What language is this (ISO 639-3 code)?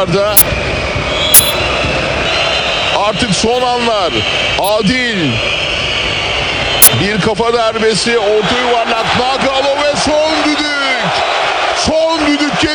tur